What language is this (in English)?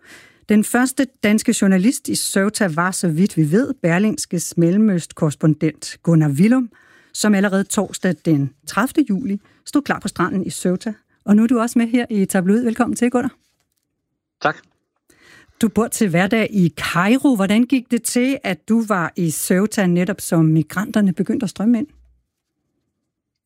Danish